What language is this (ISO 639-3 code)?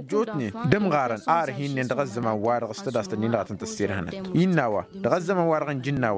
taq